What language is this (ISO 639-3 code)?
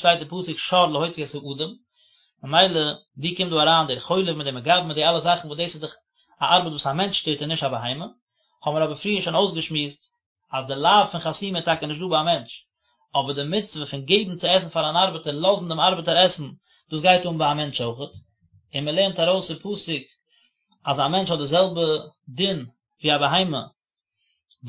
yid